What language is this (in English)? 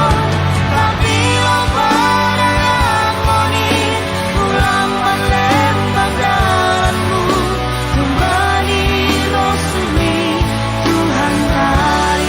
Batak Simalungun